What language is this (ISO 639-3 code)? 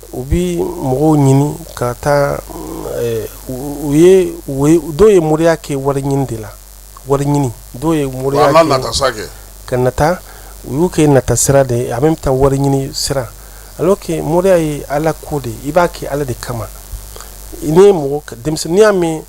bam